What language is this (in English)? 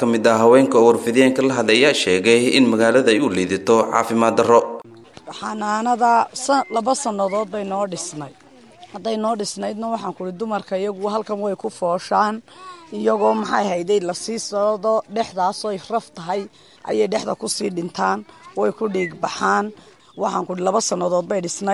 Somali